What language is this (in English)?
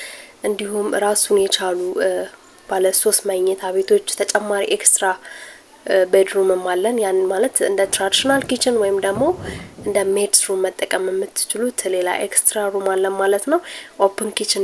Amharic